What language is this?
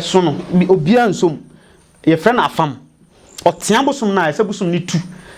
Akan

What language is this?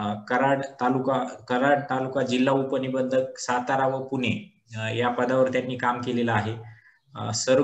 Marathi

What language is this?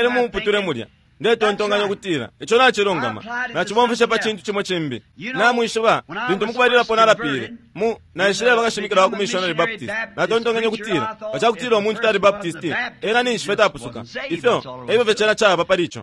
Bemba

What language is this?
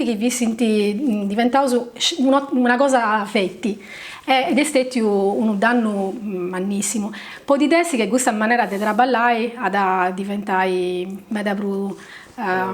Sardinian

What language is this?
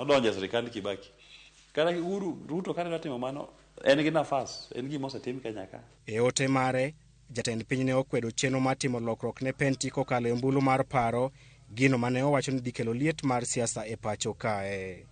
Luo (Kenya and Tanzania)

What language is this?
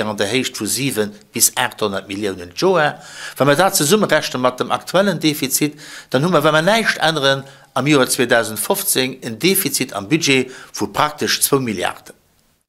Luxembourgish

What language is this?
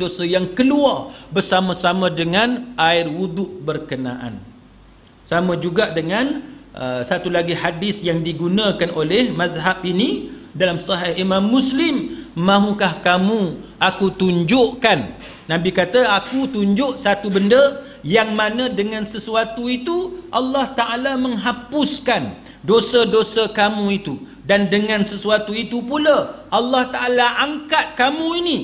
Malay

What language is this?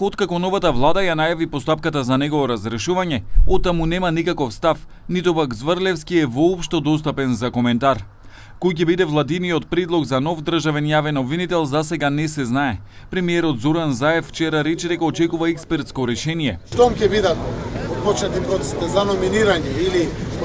Macedonian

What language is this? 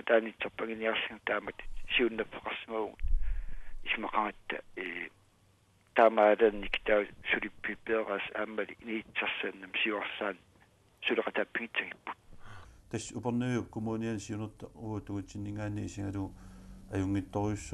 Kalaallisut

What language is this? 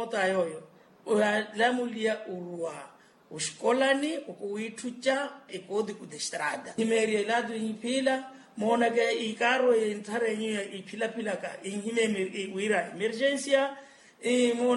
Makhuwa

